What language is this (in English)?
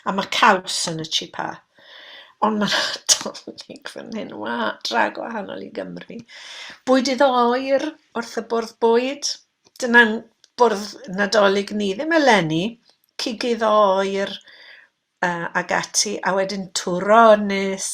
Welsh